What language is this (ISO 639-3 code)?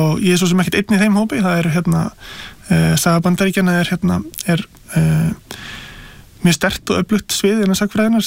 isl